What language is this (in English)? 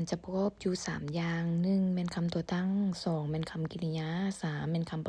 Lao